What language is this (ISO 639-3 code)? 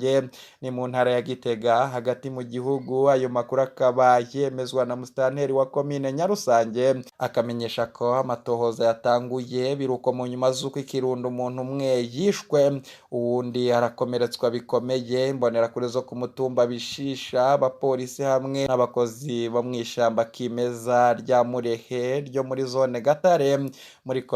run